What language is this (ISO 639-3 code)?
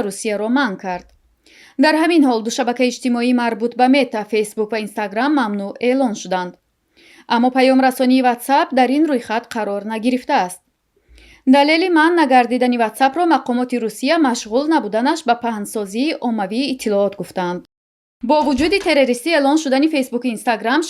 tgk